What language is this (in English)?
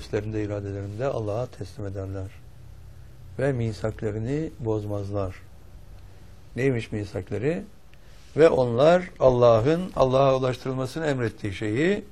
Turkish